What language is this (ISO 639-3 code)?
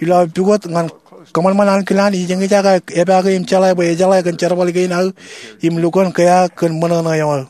mah